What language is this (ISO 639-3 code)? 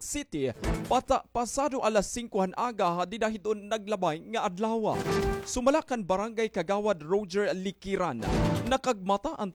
war